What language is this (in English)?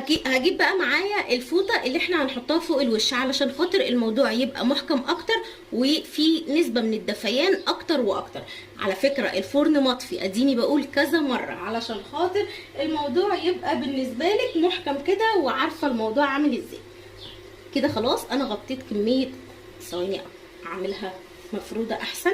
Egyptian Arabic